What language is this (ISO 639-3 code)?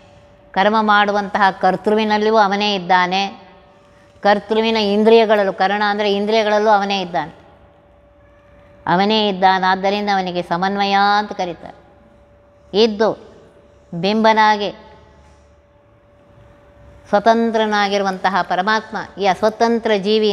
kan